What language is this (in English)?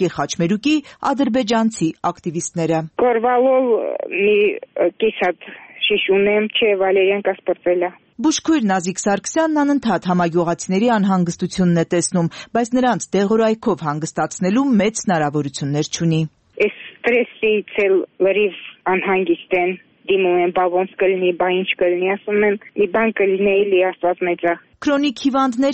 Armenian